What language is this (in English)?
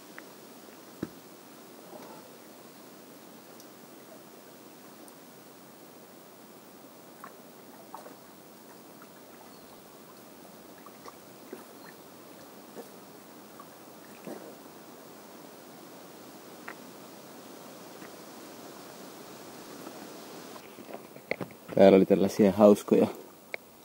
Finnish